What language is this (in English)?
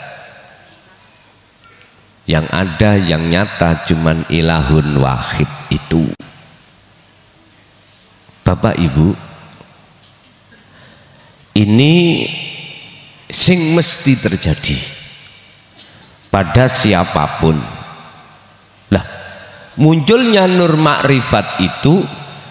Indonesian